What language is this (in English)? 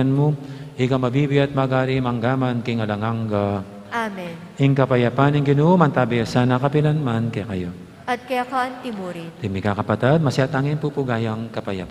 Pampanga